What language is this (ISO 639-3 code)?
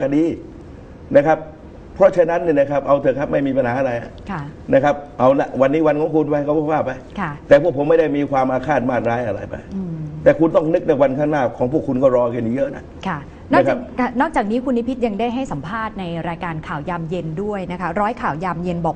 tha